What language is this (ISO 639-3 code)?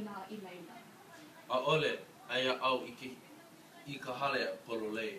haw